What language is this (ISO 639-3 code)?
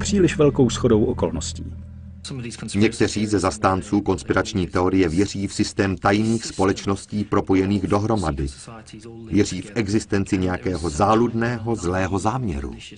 ces